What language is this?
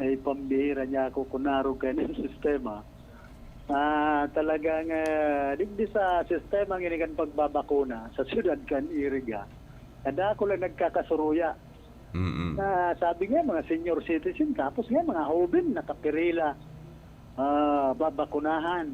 Bikol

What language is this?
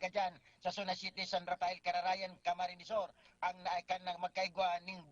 Bikol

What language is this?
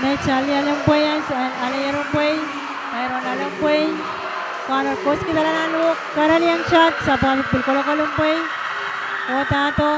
Pohnpeian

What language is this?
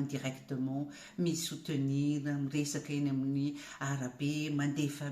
Malagasy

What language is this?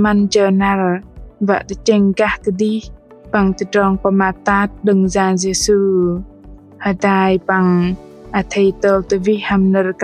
Bahnar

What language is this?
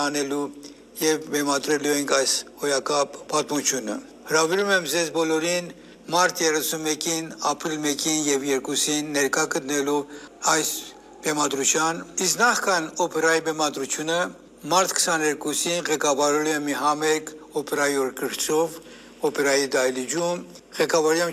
Armenian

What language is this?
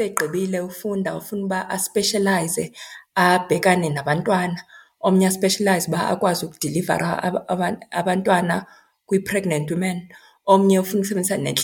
Xhosa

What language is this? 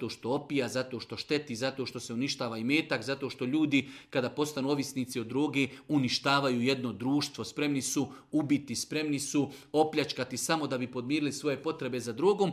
Serbian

